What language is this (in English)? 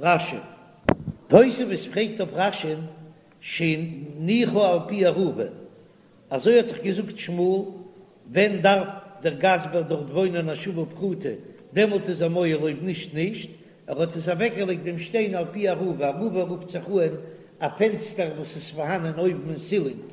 Yiddish